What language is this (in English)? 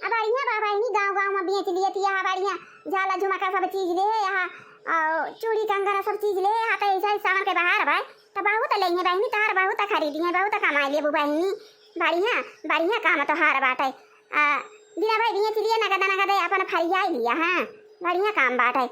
Awadhi